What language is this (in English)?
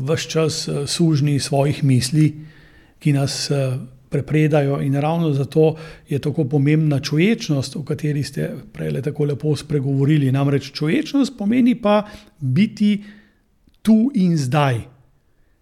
Slovenian